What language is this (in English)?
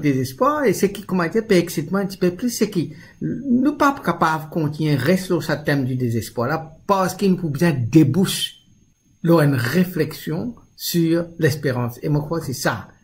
Morisyen